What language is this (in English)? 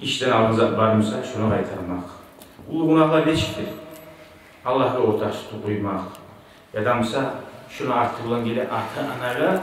Kumyk